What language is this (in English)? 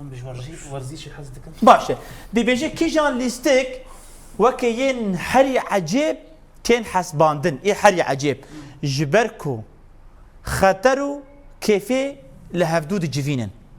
Kurdish